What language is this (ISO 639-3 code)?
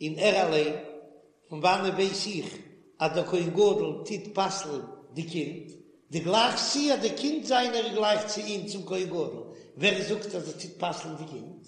yid